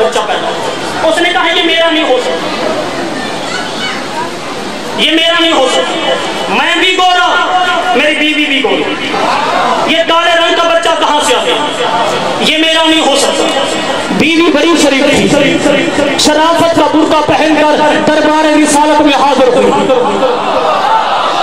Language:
Urdu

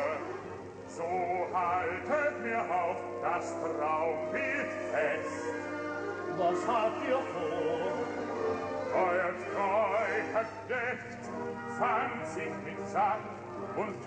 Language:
German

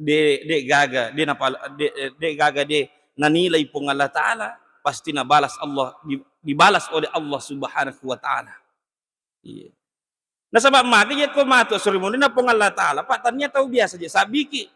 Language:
Buginese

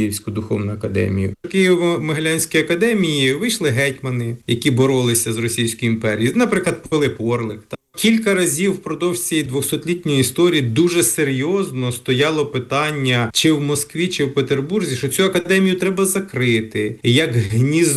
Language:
Ukrainian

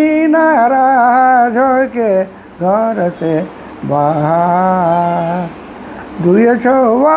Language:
Sadri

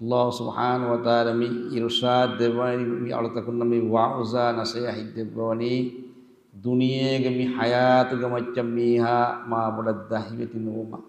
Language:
Divehi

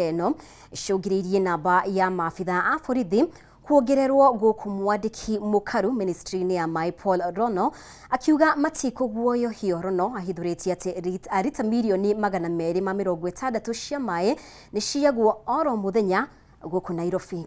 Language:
Kikuyu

